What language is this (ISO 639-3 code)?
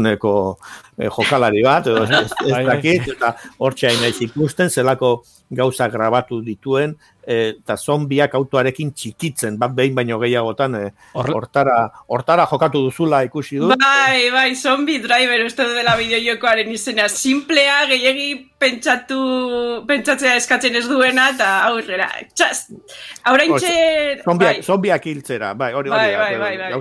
eus